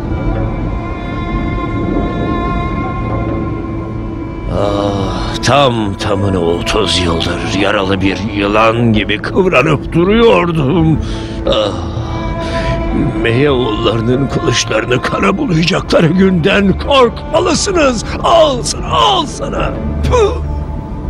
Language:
Turkish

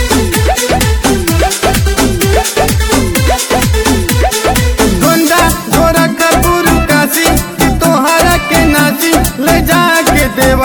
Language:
Bhojpuri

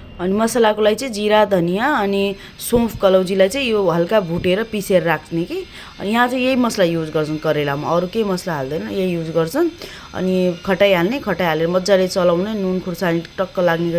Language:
Nepali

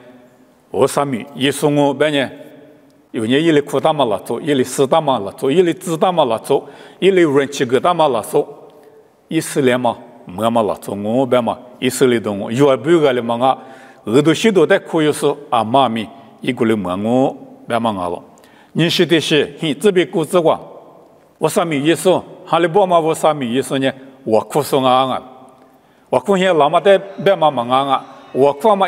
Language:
Lisu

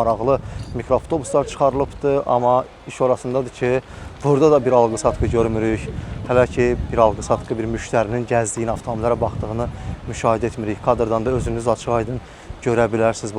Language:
Azerbaijani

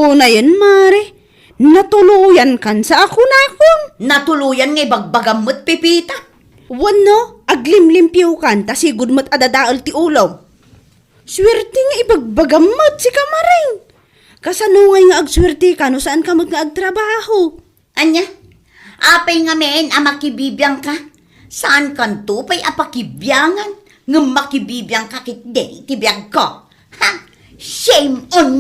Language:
Iloko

